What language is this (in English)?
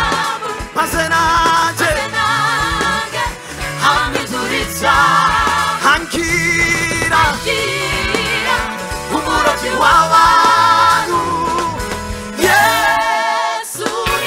Kinyarwanda